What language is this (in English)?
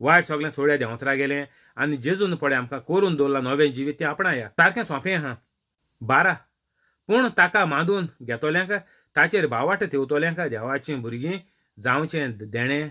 Konkani